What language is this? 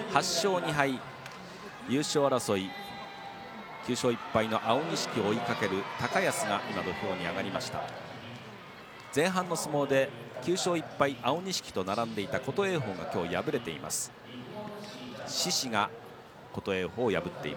Japanese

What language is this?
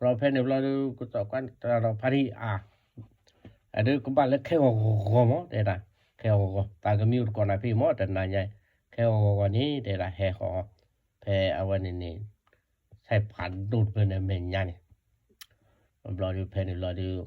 S'gaw Karen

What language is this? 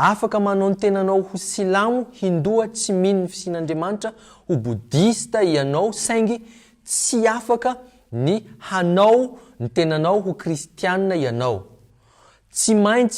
Malagasy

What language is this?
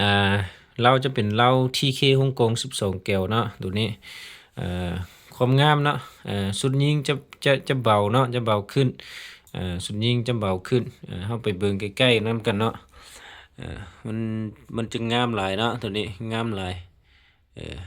Lao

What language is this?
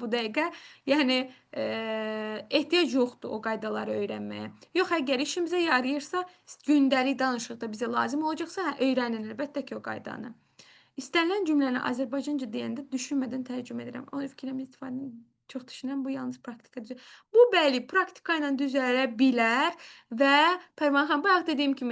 Azerbaijani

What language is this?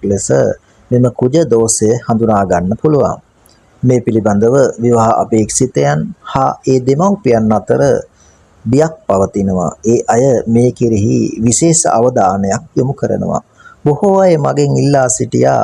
Sinhala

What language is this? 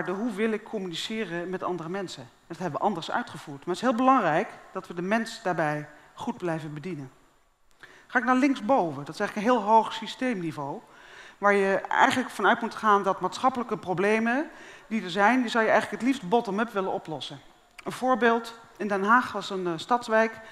Dutch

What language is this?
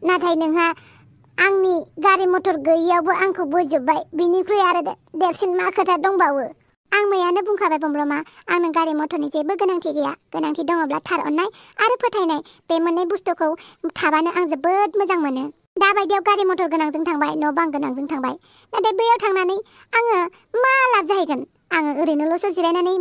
Bodo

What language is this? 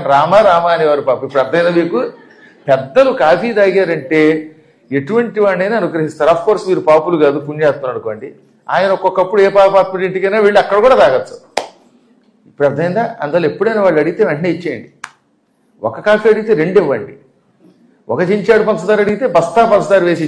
Telugu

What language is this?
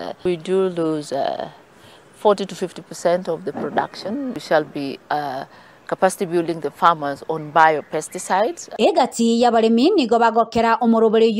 Gusii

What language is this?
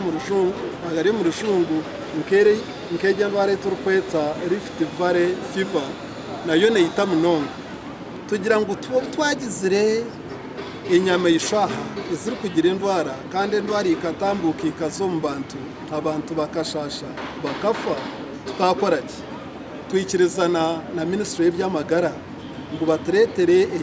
Nyankole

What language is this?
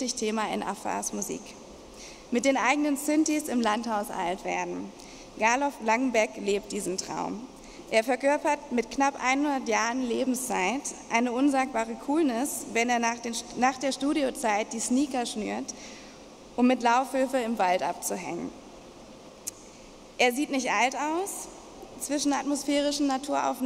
German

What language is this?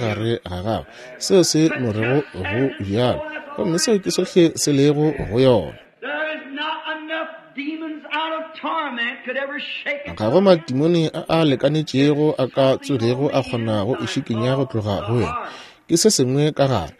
Northern Sotho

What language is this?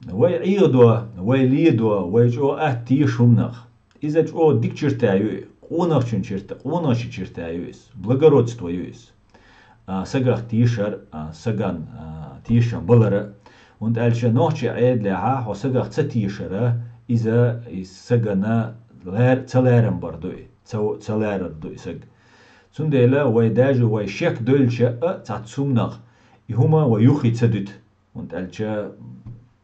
Chechen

